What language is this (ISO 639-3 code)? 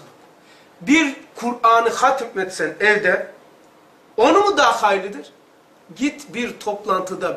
tur